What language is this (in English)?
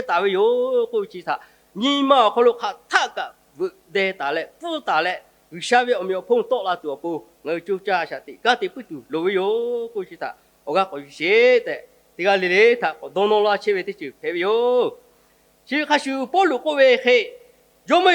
Lahu